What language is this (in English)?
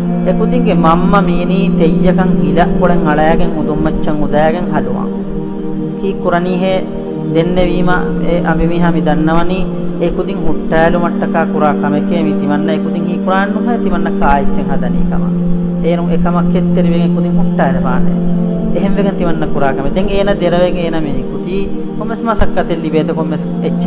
Divehi